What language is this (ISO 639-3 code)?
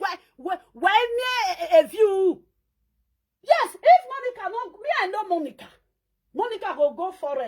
pcm